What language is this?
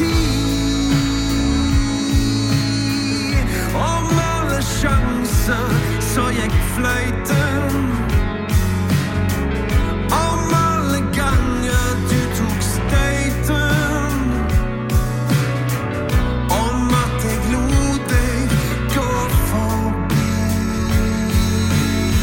Norwegian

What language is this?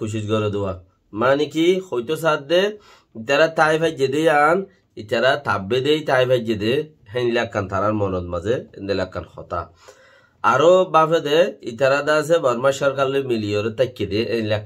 Rohingya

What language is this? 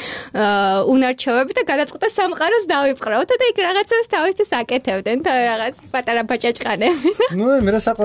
Georgian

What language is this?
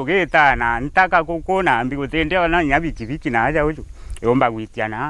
Meru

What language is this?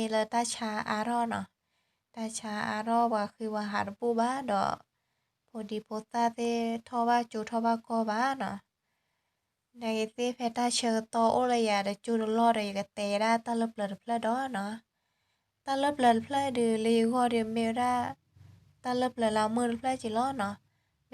S'gaw Karen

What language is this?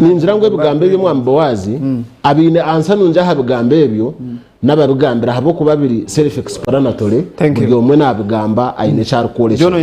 Nyankole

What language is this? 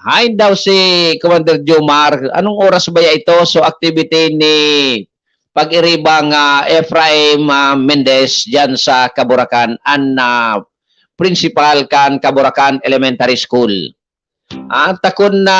Bikol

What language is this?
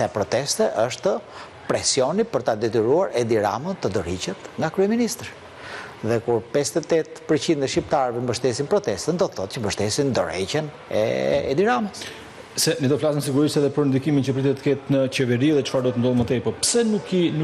Albanian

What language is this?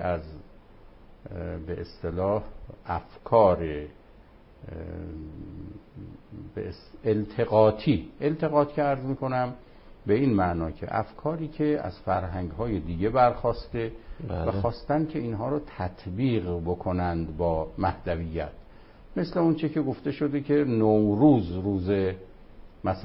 Persian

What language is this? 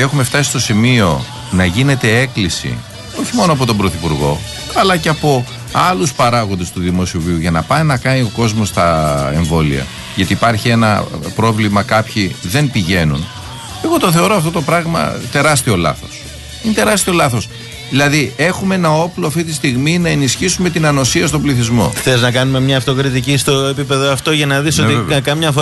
Greek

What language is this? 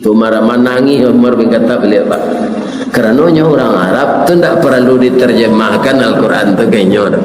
Minangkabau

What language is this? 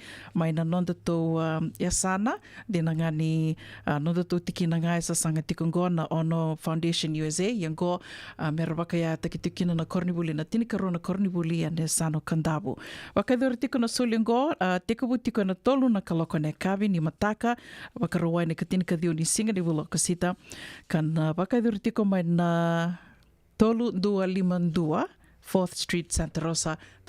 Fijian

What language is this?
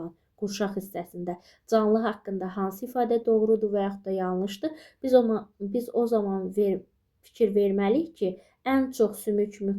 Azerbaijani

